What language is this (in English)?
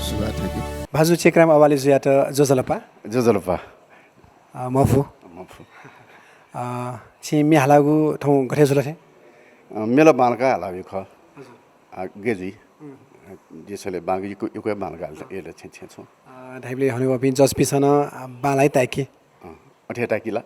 Newari